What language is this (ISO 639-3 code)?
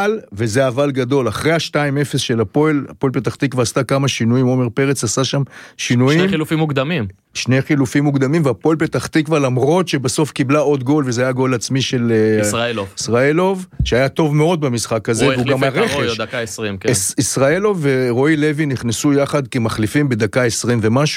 heb